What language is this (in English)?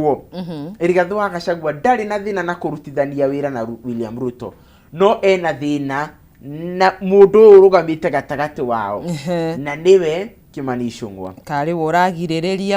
Kikuyu